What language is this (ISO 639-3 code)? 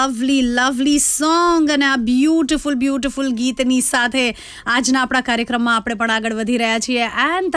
guj